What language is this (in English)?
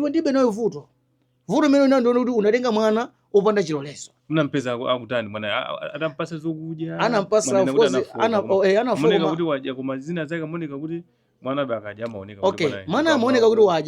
Nyanja